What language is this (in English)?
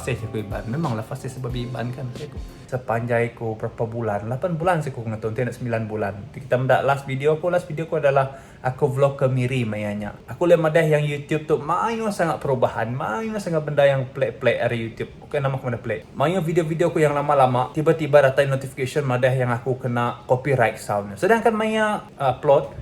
Iban